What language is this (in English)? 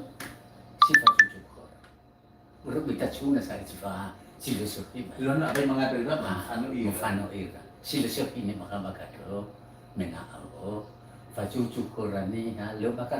Nias